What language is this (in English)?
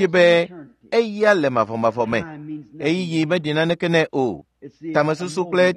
Ewe